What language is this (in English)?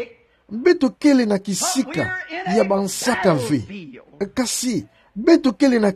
Kituba (Democratic Republic of Congo)